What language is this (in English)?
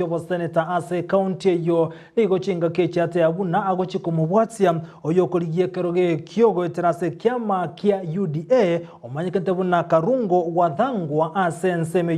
Gusii